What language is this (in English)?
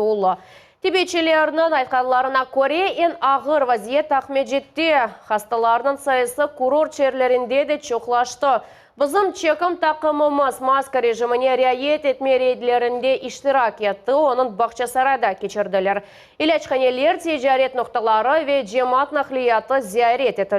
Crimean Tatar